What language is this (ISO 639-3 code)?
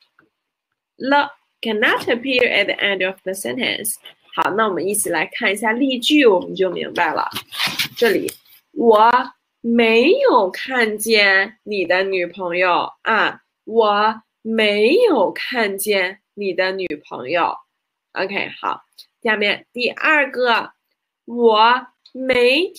zho